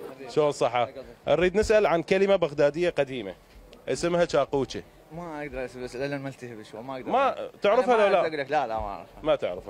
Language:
Mesopotamian Arabic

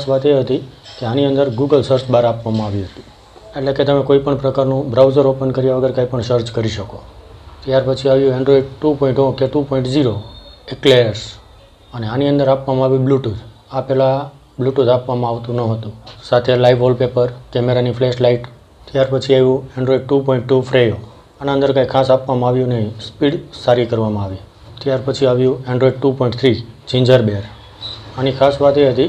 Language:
Gujarati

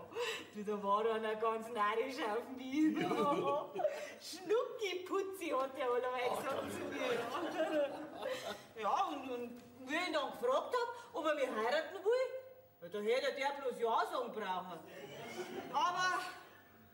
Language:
Bavarian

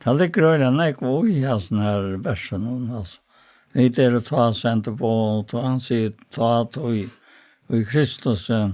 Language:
Faroese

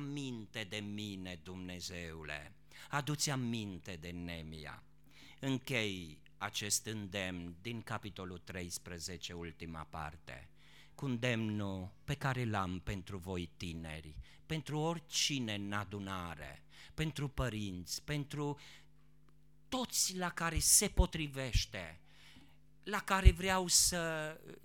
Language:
Romanian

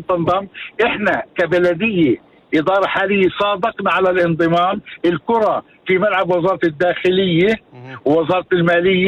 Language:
North Levantine Arabic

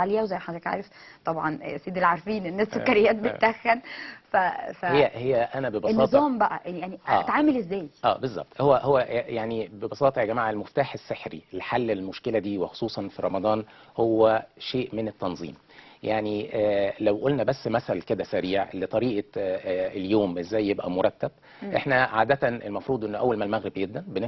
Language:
Egyptian Arabic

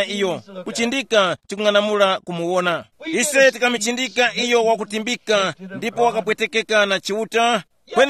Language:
Tumbuka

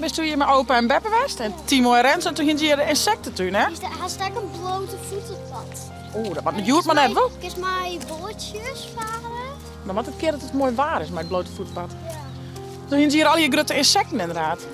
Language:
Western Frisian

